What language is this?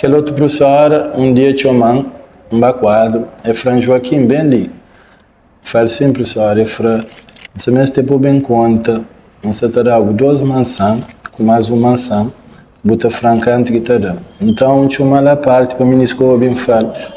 Kabuverdianu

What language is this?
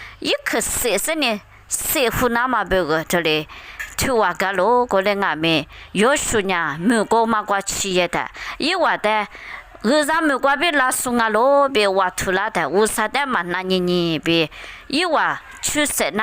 Lisu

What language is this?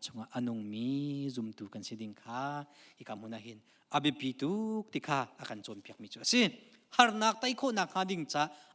Hakha Chin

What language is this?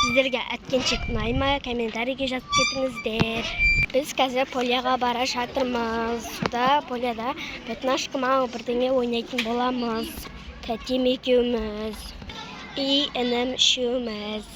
Kazakh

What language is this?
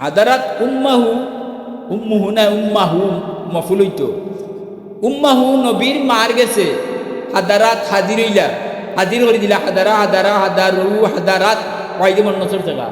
Sylheti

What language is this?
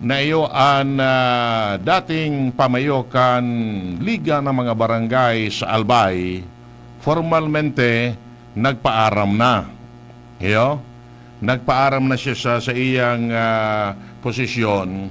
Bikol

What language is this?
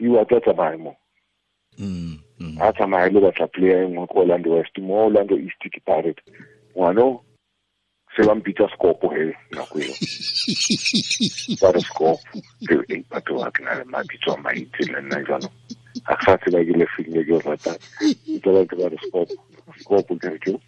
Tswana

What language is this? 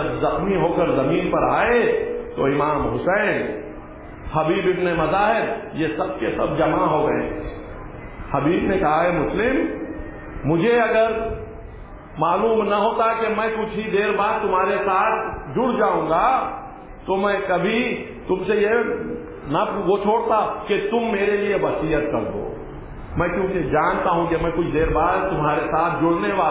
Urdu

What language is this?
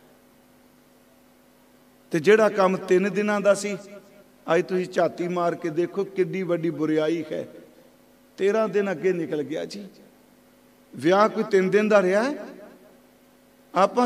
Punjabi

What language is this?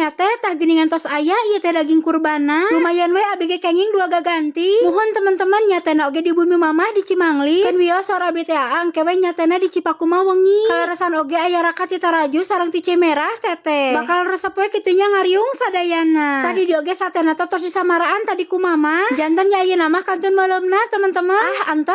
Sundanese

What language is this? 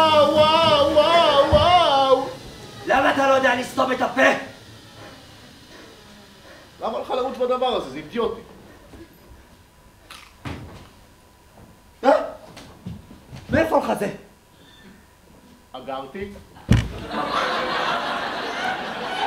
Hebrew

